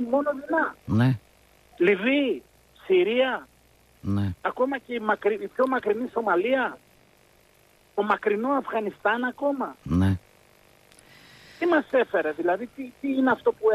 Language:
Greek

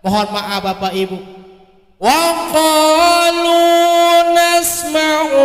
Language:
Sasak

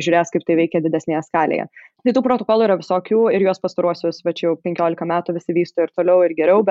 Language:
Lithuanian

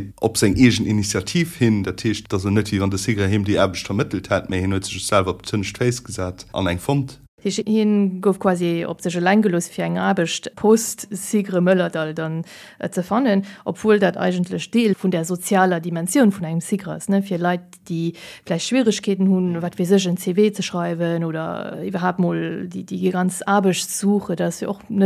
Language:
Luxembourgish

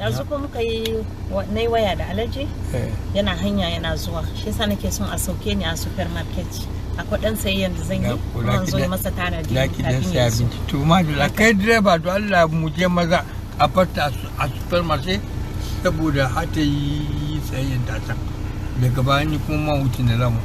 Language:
Hausa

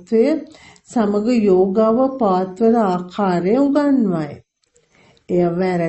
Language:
Sinhala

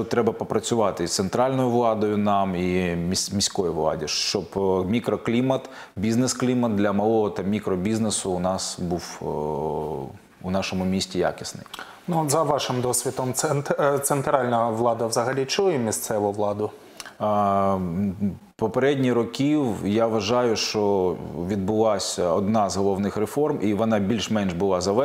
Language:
Ukrainian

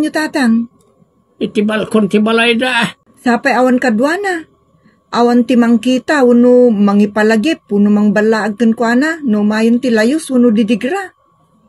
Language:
Iloko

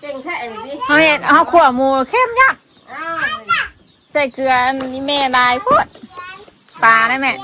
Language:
Northeastern Thai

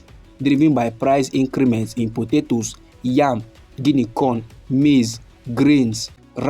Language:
Nigerian Pidgin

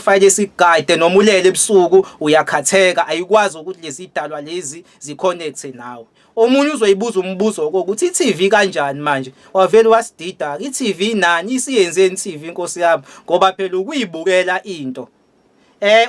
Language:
Zulu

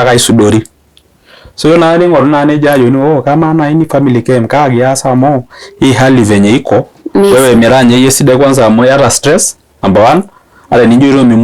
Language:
Masai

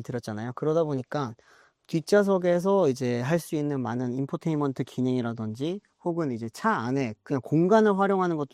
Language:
Korean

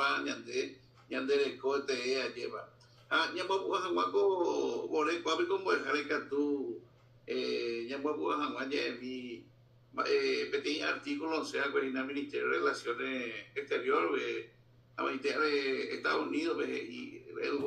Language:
Guarani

